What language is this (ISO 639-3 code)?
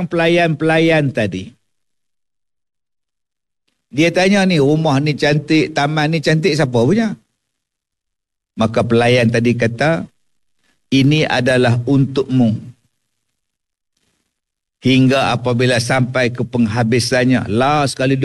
msa